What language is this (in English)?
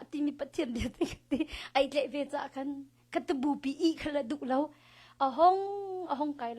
Hakha Chin